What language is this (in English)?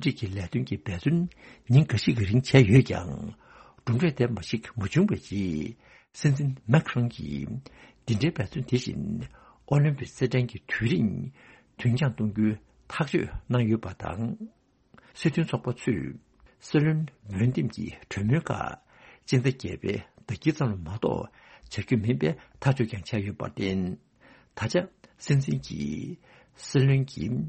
Tibetan